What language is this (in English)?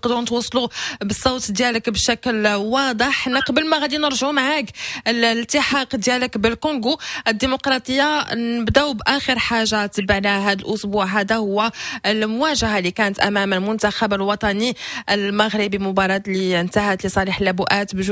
Moroccan Arabic